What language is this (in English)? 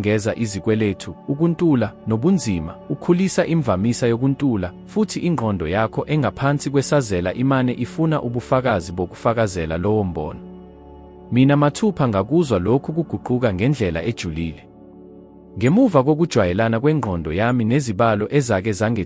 Zulu